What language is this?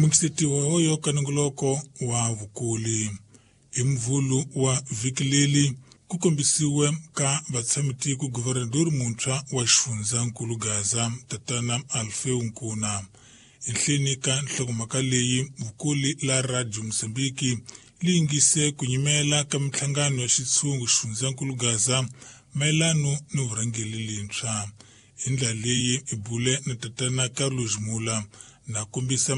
Tsonga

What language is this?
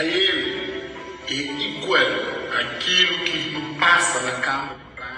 Kabuverdianu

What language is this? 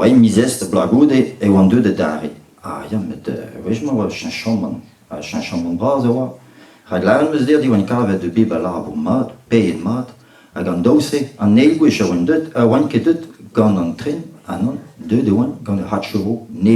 Breton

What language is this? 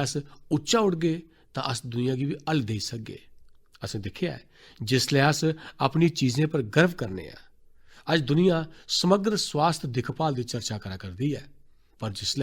Dogri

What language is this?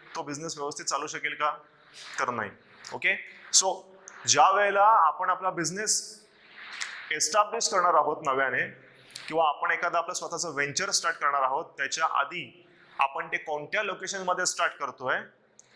Marathi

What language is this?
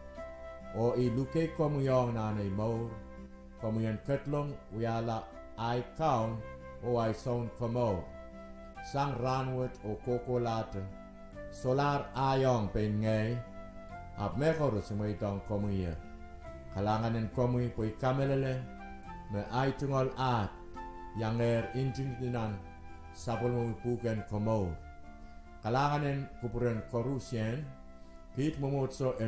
Pohnpeian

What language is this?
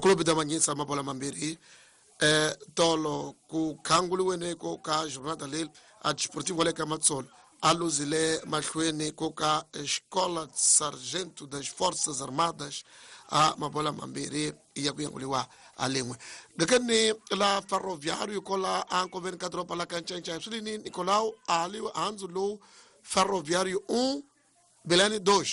Tsonga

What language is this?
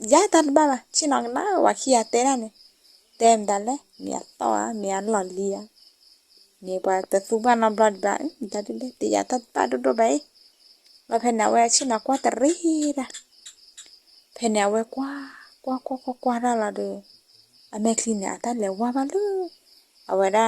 S'gaw Karen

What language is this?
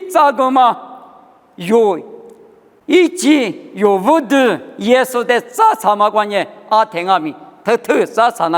Lisu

